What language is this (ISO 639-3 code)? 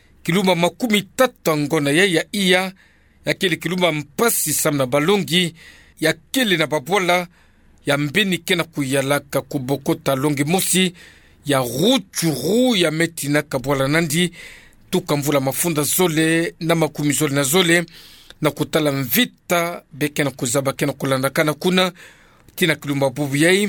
ktu